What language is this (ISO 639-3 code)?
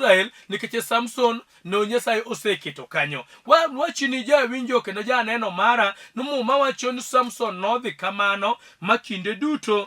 luo